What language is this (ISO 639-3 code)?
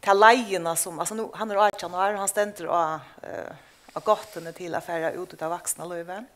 fao